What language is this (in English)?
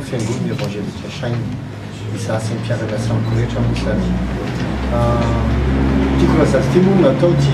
Malagasy